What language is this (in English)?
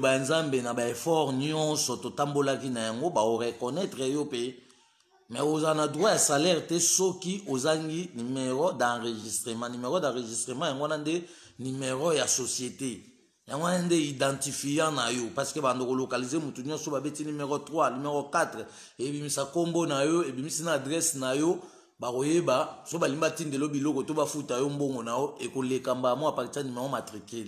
Lingala